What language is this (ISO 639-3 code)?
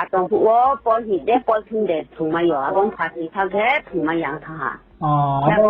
ria